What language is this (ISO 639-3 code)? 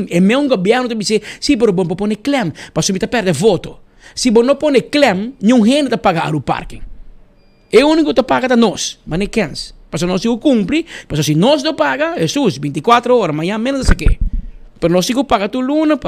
pap